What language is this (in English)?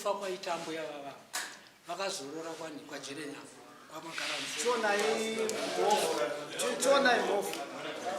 Shona